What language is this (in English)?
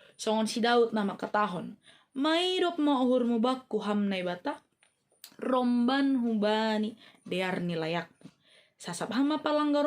Batak Simalungun